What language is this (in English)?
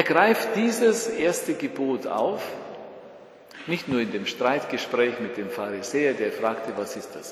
German